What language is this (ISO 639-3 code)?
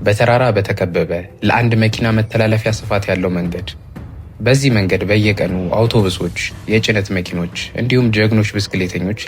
amh